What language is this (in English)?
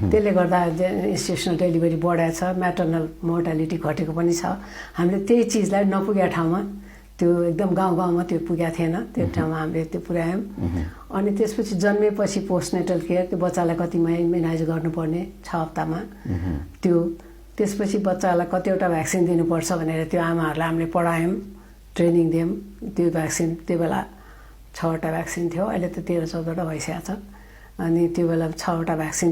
Nepali